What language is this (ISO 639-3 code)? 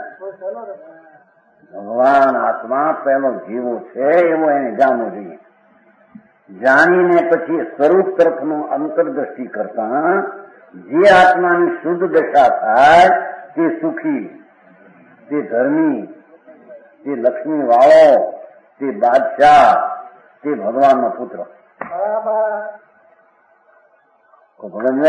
guj